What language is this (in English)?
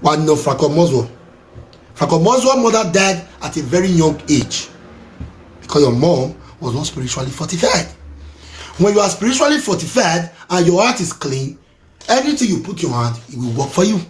Nigerian Pidgin